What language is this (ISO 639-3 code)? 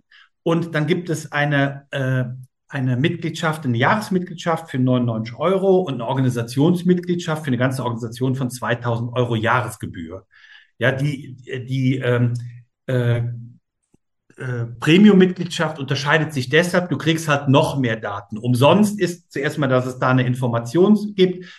deu